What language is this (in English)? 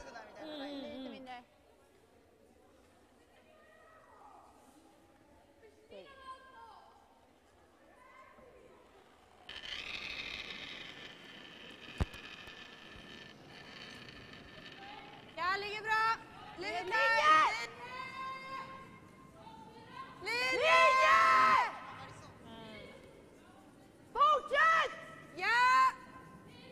Swedish